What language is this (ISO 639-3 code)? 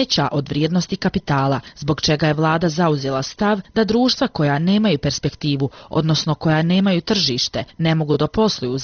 bos